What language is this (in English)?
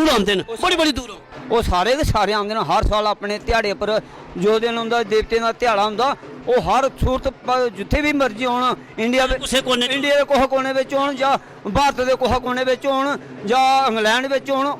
Dogri